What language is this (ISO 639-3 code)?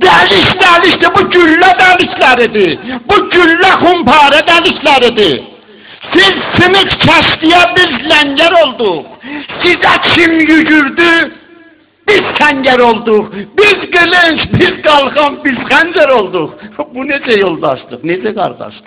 azb